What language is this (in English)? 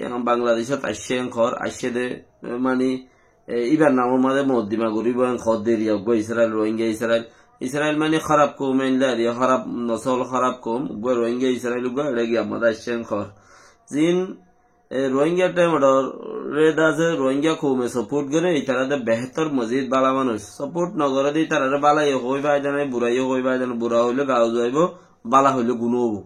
Rohingya